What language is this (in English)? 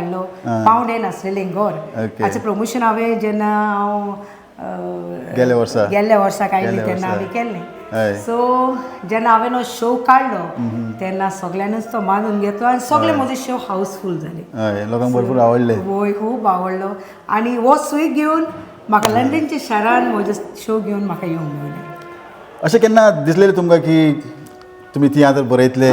Konkani